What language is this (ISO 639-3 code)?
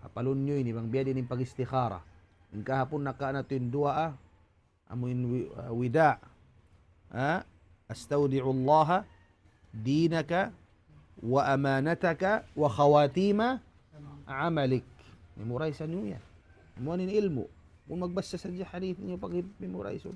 tsg